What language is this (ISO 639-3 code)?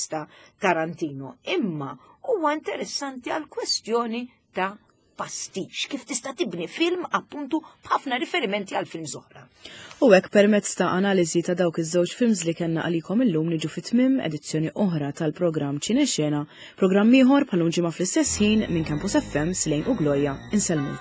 mlt